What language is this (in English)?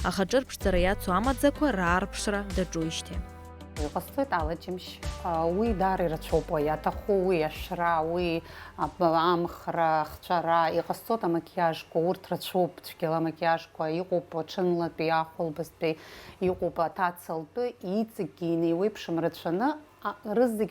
Abkhazian